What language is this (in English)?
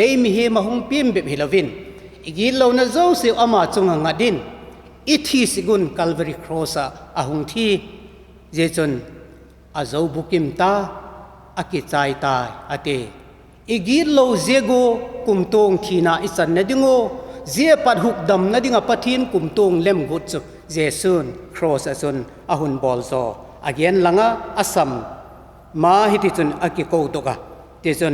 Vaiphei